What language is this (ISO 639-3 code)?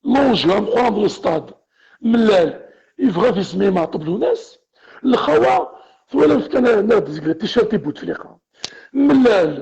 kab